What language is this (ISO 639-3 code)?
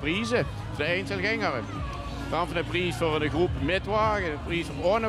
lim